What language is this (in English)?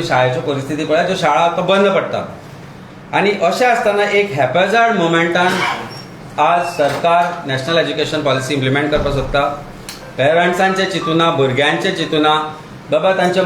Konkani